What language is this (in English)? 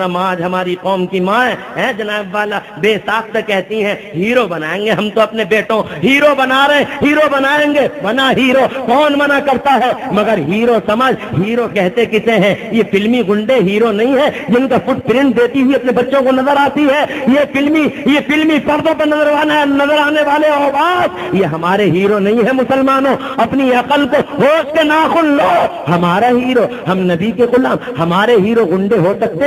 Urdu